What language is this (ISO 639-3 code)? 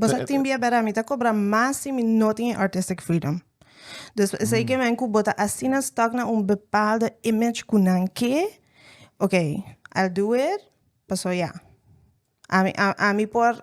pap